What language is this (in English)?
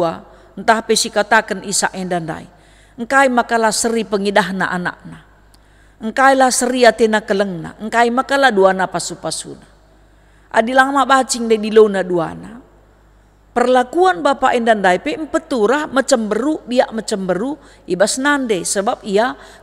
Batak Karo